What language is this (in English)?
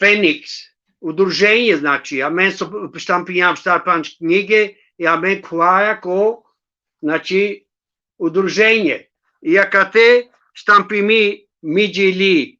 Balkan Romani